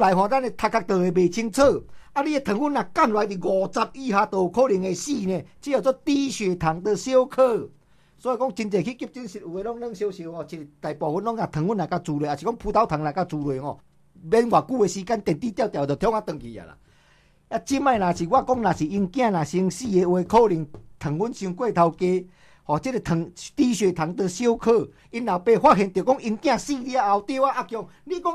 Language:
Min Nan Chinese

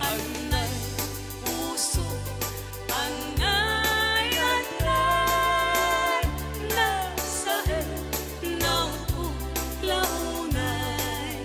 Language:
Iloko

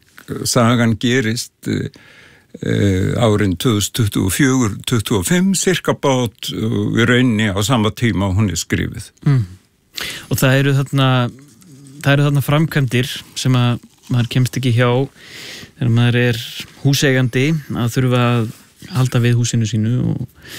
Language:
Icelandic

